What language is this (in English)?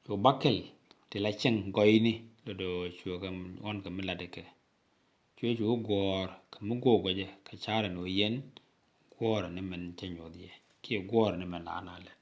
Nuer